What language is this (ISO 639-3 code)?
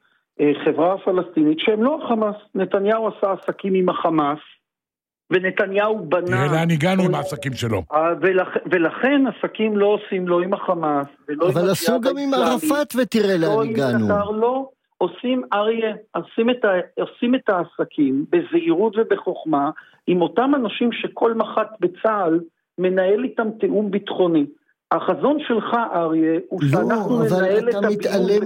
heb